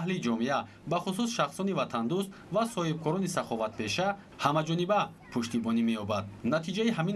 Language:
Tajik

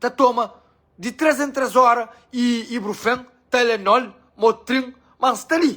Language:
Kabuverdianu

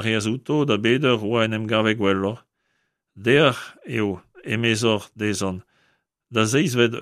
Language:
Breton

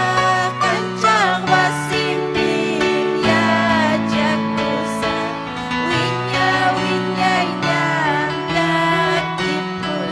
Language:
Ayacucho Quechua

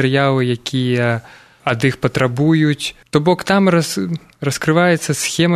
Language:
Belarusian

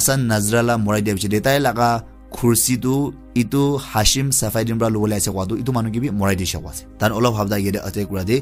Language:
Naga Pidgin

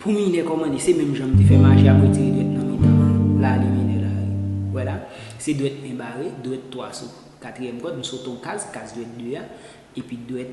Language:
Haitian Creole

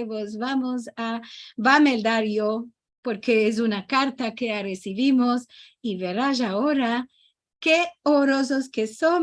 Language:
Ladino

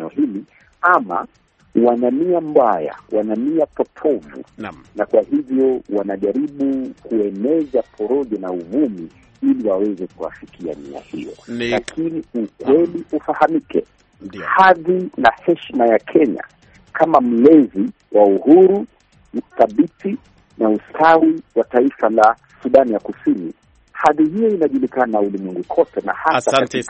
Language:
Swahili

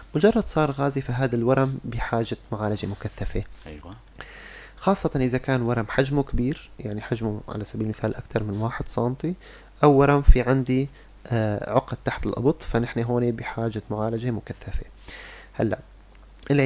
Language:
North Levantine Arabic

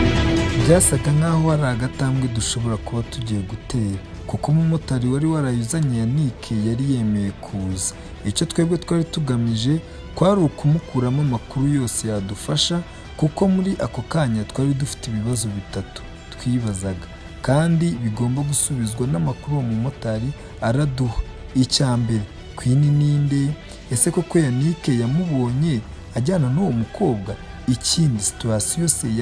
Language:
Kinyarwanda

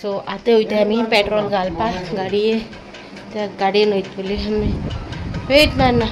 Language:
Konkani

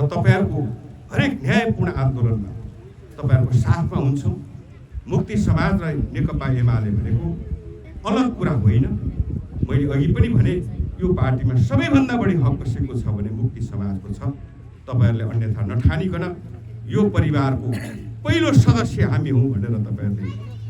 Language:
Nepali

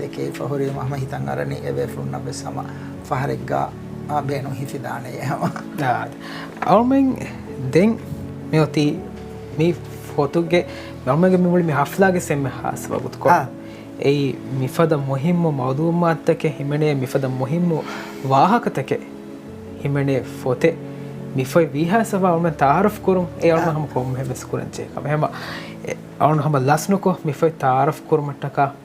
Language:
Divehi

